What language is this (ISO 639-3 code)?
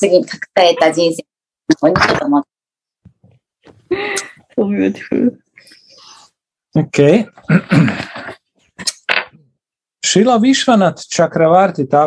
jpn